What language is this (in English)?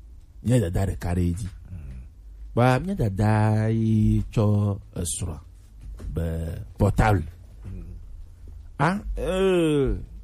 Gen